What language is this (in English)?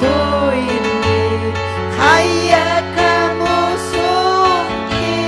Ayacucho Quechua